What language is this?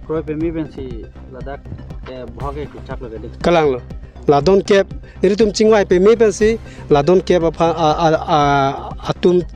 Karbi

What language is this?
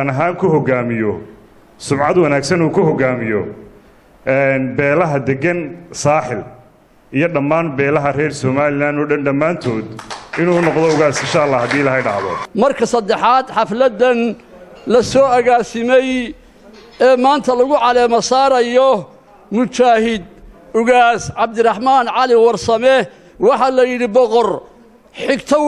Somali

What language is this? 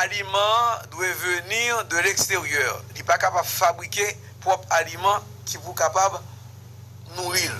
Haitian Creole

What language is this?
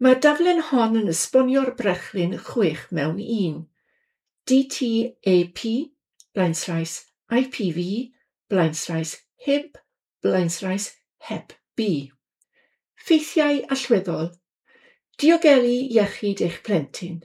Welsh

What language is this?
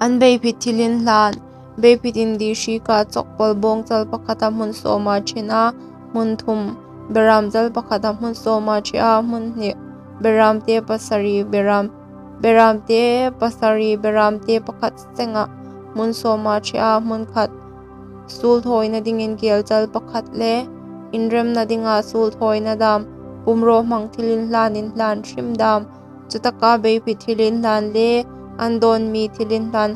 Hmar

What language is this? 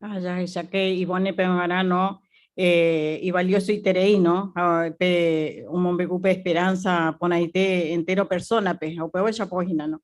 Guarani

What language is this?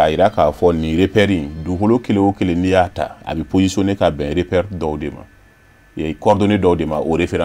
Bambara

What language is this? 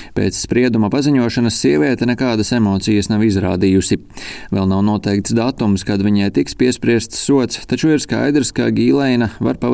Latvian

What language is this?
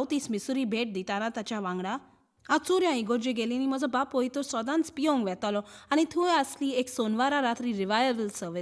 Konkani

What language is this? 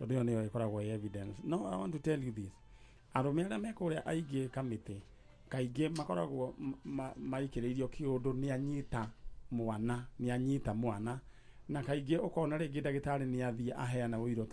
Kikuyu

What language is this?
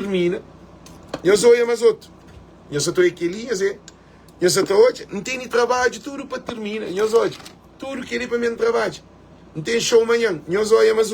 Kabuverdianu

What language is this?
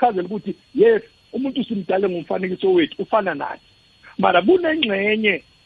South Ndebele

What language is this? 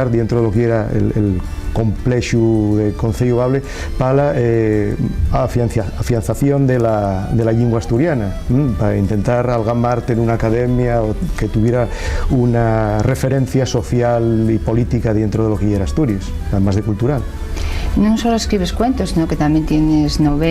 Asturian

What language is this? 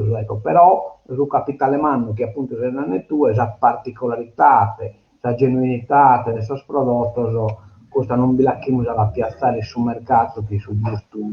Sardinian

